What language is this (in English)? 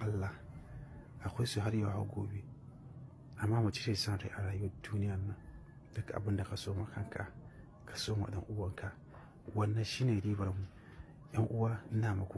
Hausa